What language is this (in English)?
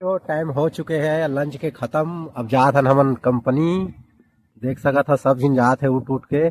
Chhattisgarhi